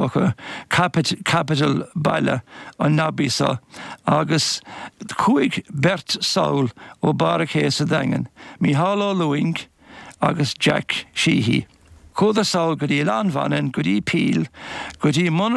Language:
Irish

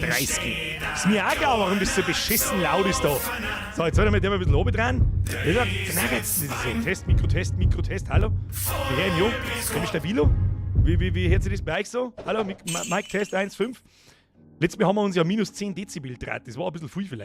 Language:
Bavarian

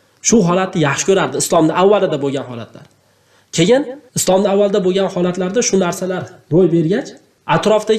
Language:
Uzbek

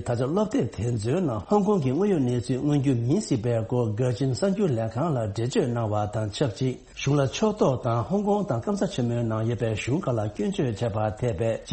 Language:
Tibetan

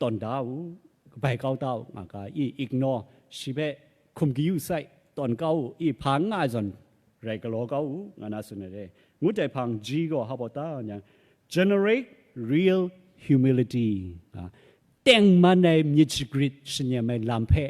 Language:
Kachin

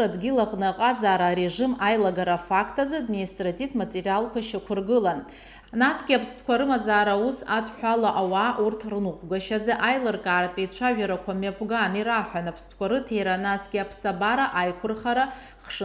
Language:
Abkhazian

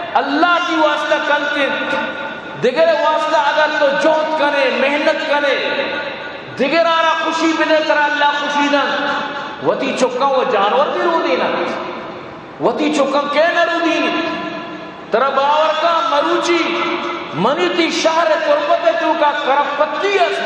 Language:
Eastern Balochi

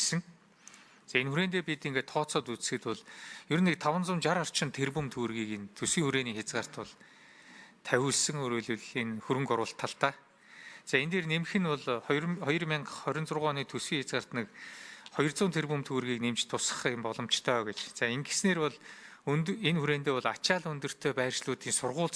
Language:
Mongolian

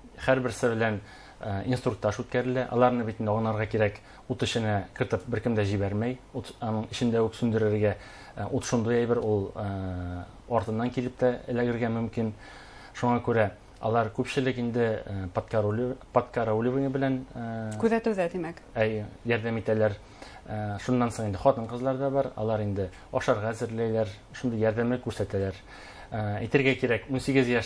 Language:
Bashkir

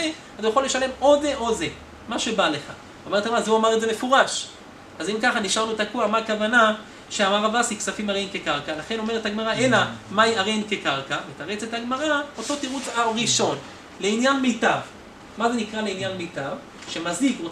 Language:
Hebrew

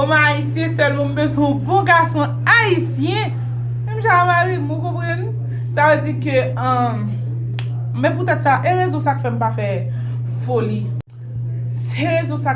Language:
Haitian Creole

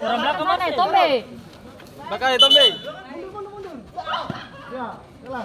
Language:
Ambonese Malay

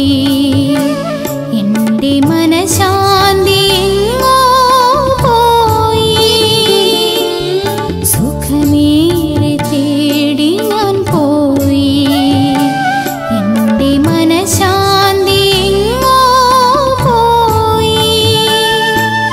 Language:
Malayalam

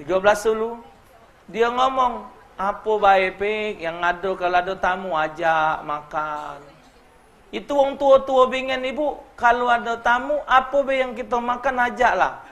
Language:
Musi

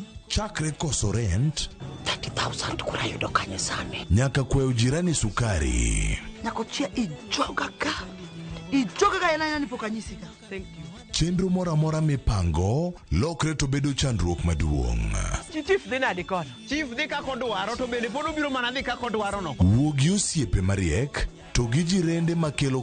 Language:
Luo (Kenya and Tanzania)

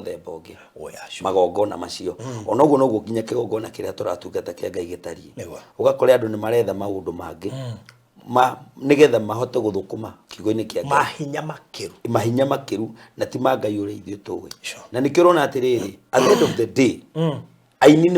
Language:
Kikuyu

